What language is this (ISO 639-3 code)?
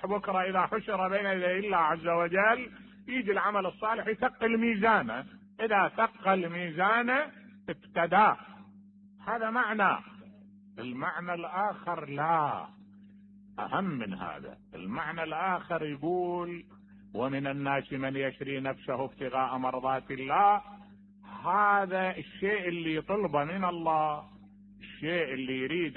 acm